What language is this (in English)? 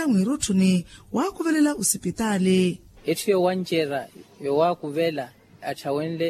Makhuwa